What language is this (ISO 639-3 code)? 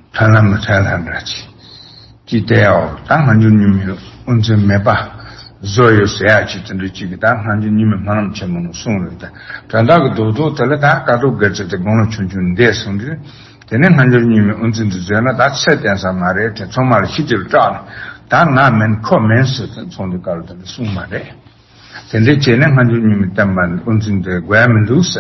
bod